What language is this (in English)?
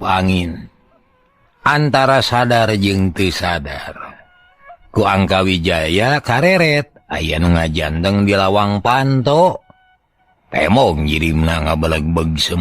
Sundanese